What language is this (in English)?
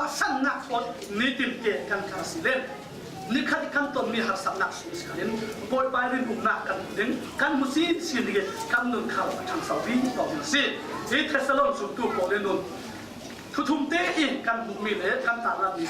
Falam Chin